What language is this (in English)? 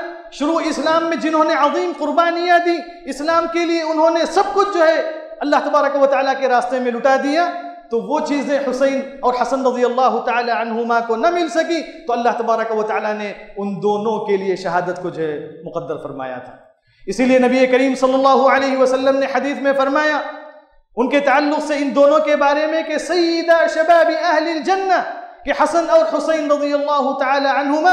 Urdu